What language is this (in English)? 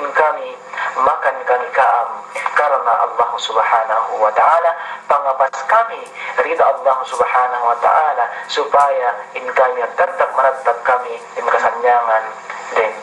Yakan